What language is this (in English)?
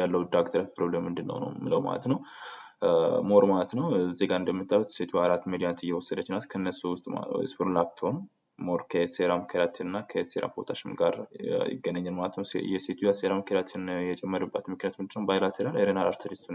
Amharic